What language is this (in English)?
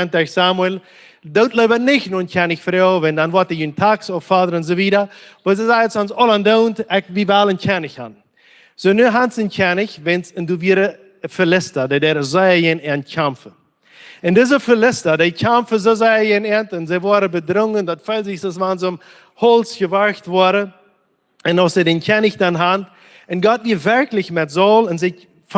Plautdietsch